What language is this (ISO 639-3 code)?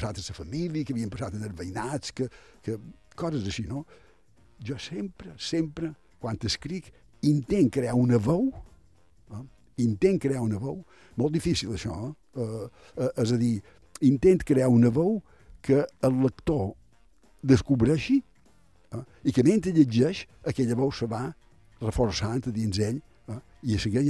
cat